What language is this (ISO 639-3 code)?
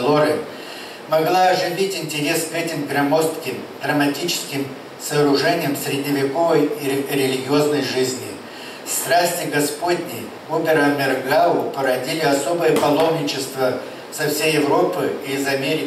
rus